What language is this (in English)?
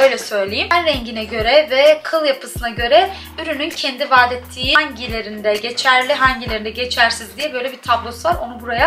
Turkish